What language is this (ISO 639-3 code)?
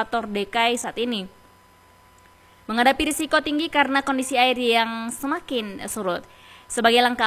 ind